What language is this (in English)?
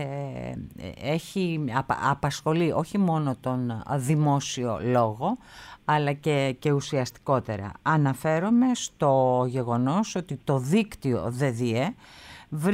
Greek